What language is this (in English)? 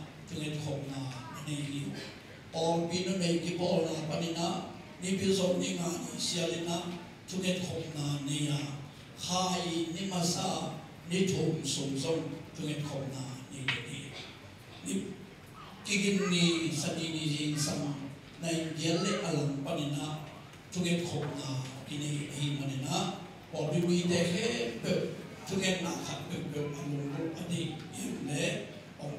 Tedim Chin